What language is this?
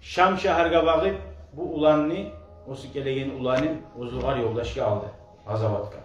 Kumyk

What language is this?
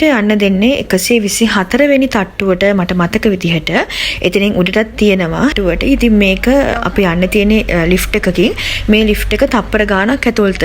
Sinhala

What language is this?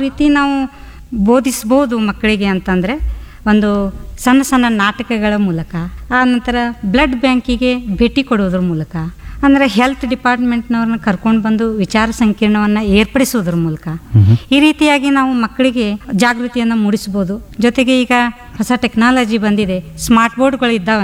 Kannada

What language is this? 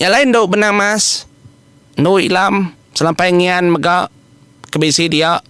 Iban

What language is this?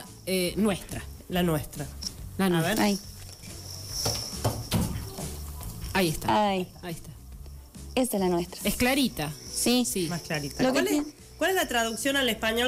Spanish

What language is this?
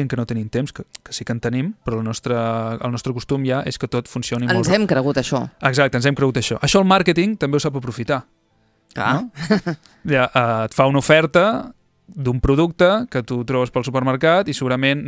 Catalan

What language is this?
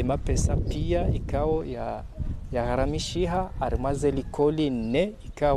Ngazidja Comorian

